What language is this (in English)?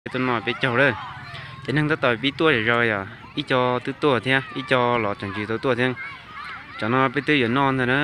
Hmong